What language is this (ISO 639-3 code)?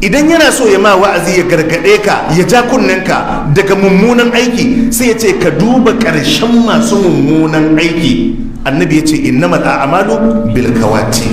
hau